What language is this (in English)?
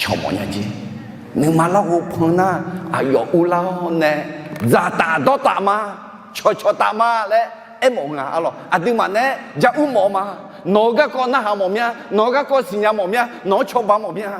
Akha